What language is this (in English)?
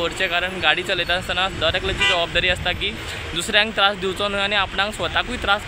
Konkani